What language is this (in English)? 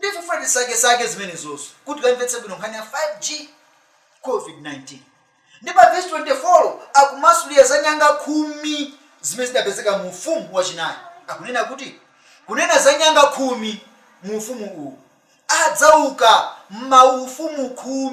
Nyanja